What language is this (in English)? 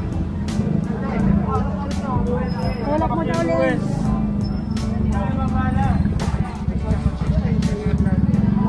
Filipino